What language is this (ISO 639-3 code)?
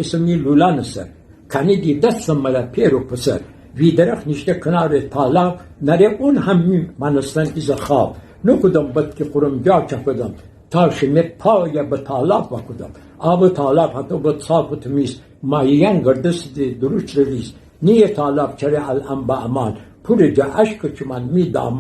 glk